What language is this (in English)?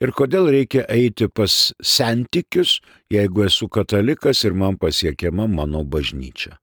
Lithuanian